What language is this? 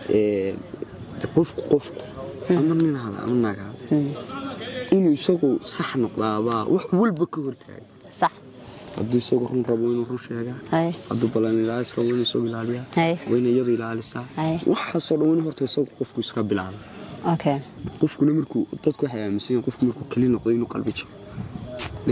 Somali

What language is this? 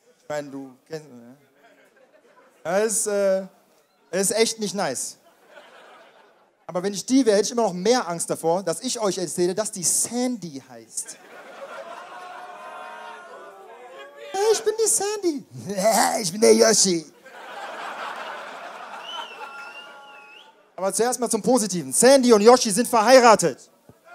German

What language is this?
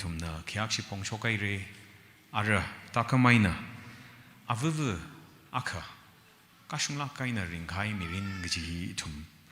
Tangkhul Naga (India)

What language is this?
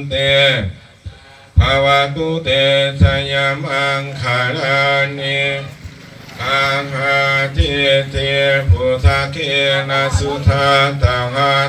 Pali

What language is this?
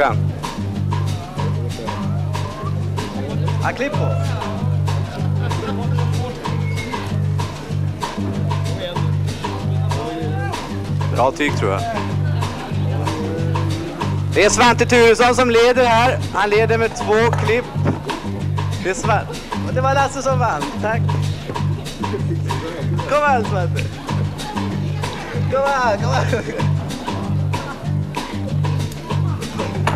Swedish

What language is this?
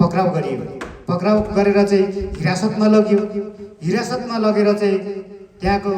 Nepali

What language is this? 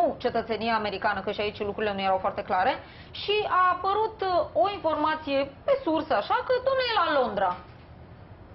Romanian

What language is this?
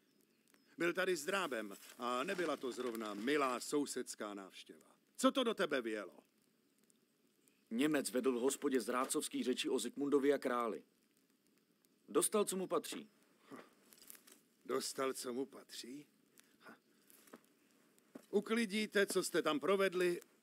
Czech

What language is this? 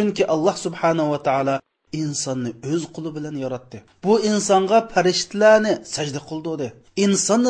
Uyghur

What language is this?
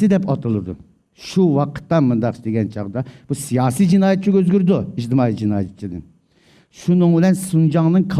Uyghur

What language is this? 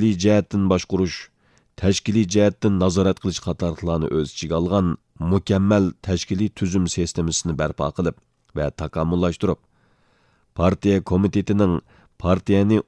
Uyghur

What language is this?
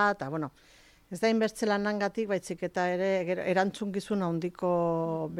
Basque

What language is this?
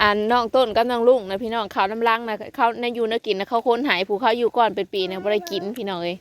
Northeastern Thai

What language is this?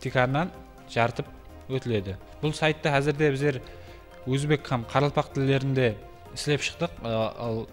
Kara-Kalpak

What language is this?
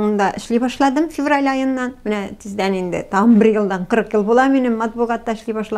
Tatar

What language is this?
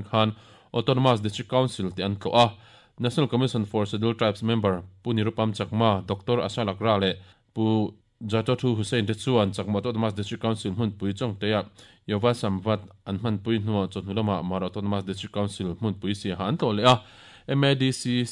Mizo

